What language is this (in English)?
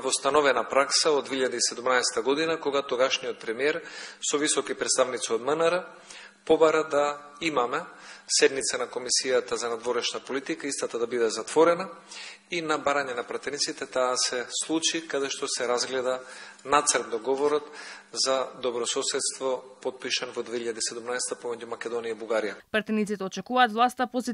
Macedonian